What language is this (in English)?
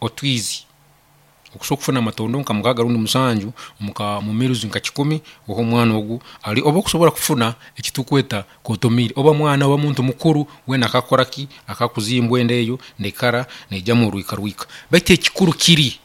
Nyankole